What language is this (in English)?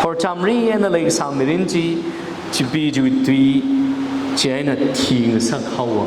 Tangkhul Naga (India)